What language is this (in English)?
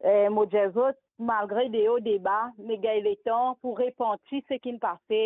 Morisyen